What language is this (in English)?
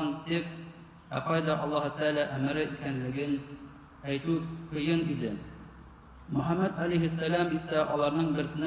Tatar